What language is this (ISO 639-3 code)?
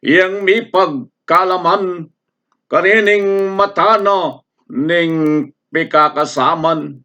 pam